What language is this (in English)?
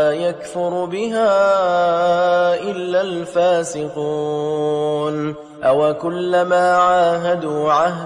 Arabic